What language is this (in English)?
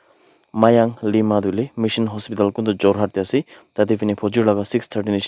Naga Pidgin